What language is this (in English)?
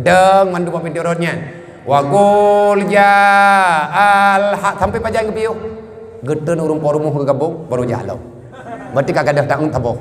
Achinese